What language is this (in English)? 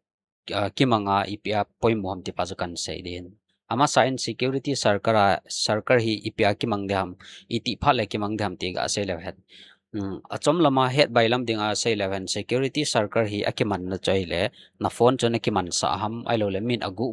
Thado Chin